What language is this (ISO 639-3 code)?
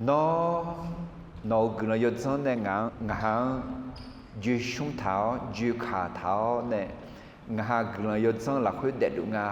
ahk